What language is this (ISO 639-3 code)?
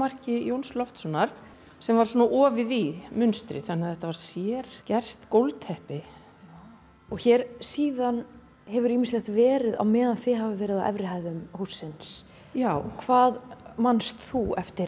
isl